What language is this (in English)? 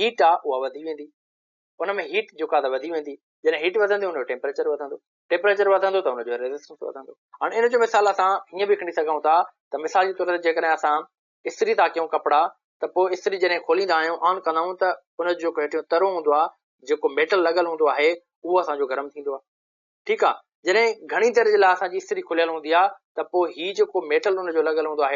Sindhi